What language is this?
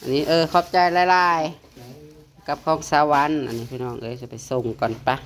Northeastern Thai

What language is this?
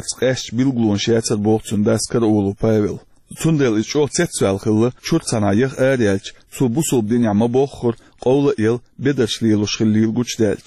Chechen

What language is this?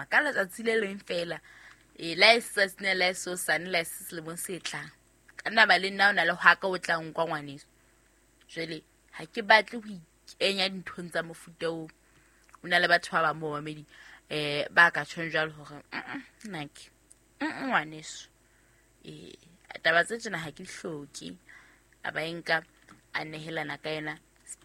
Southern Sotho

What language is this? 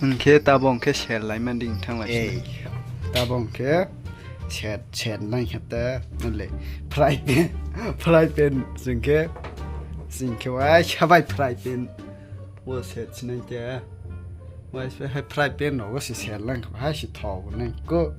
Kok Borok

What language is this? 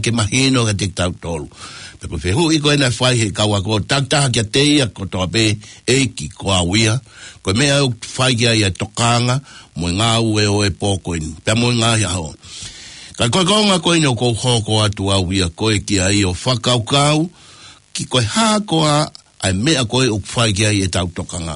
Tongan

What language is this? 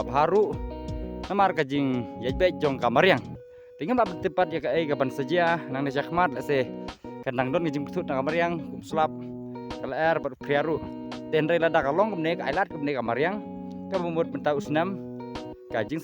Khasi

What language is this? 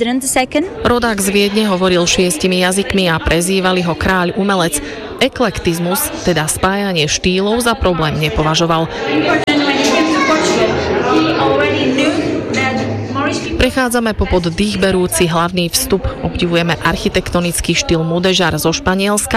Slovak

